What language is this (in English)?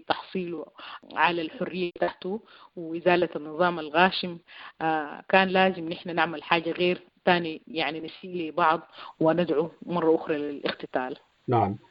Sudanese Arabic